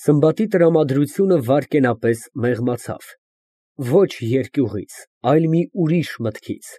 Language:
Armenian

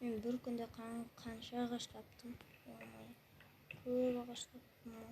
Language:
Kazakh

